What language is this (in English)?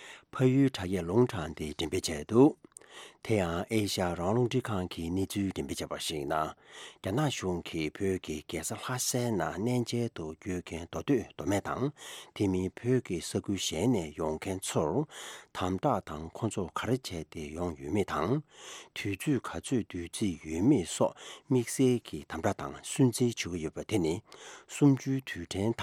Tibetan